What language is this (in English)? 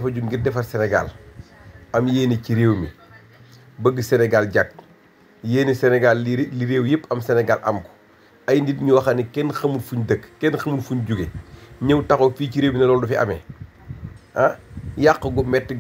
Wolof